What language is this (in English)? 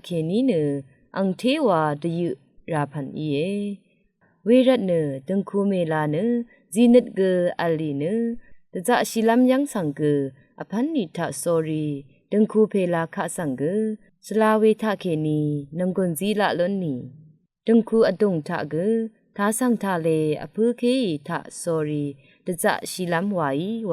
Rawang